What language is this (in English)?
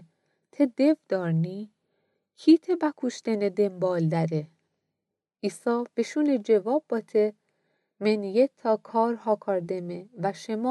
Gilaki